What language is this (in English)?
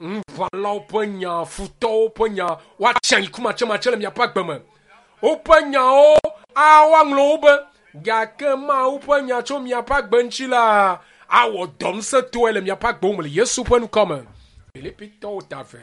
Ewe